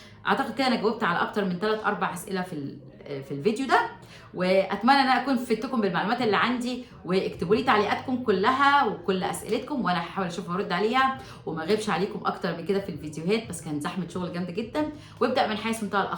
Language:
Egyptian Arabic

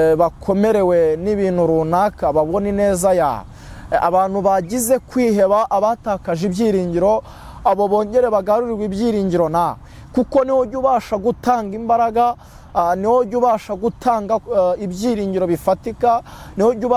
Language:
Kinyarwanda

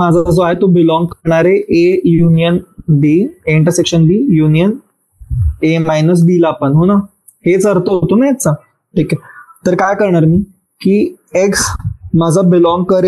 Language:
Marathi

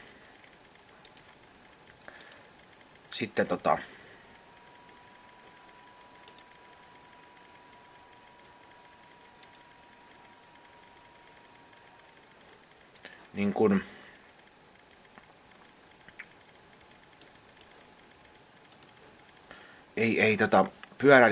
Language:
Finnish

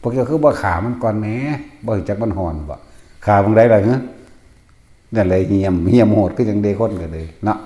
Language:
Northeastern Thai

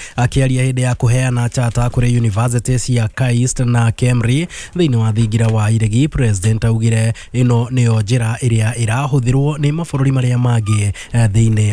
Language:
Kikuyu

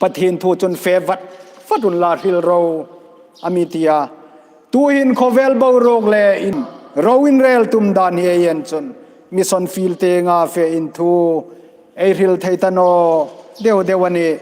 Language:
Hmar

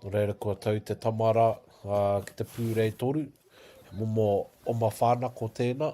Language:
Māori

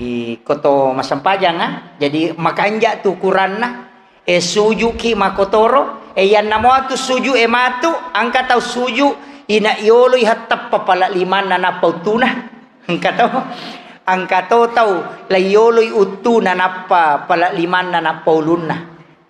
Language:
Buginese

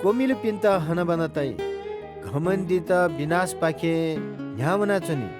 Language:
Newari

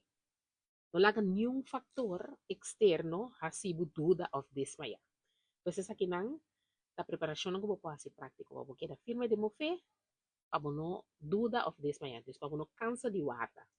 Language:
Papiamento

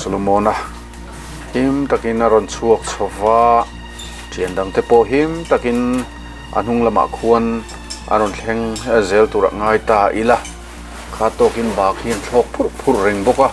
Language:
Mizo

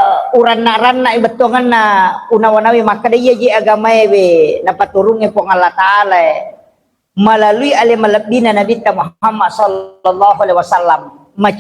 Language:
Buginese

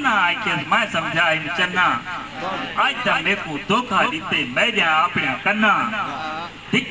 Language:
Saraiki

